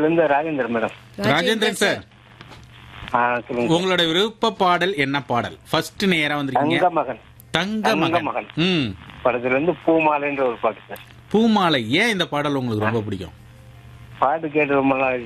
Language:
Tamil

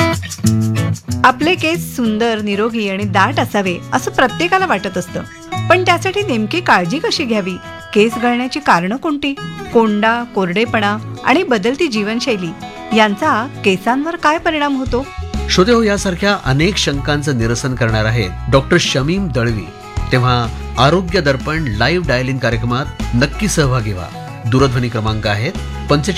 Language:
Marathi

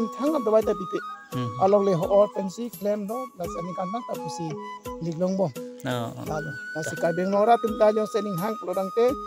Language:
Karbi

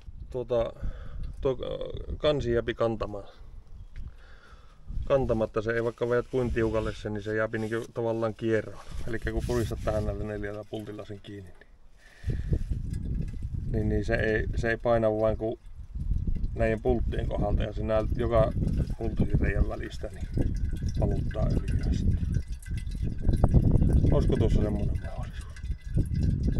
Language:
Finnish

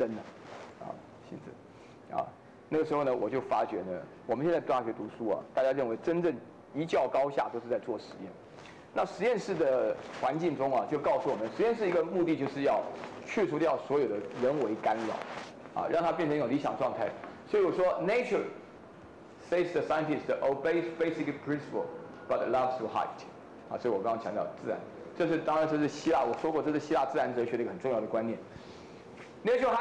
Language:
Chinese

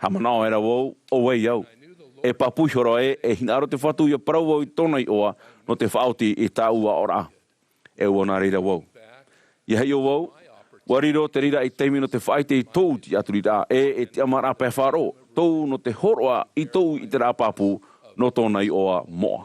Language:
Tahitian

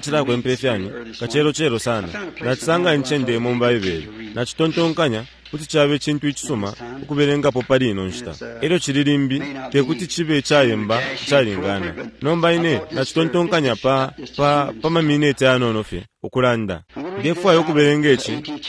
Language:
Bemba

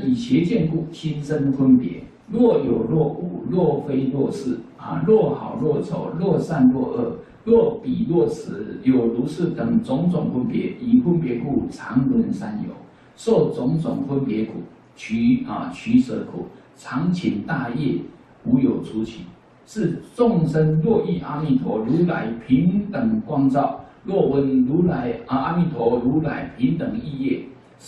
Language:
Chinese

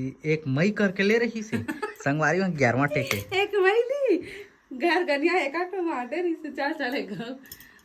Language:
Chhattisgarhi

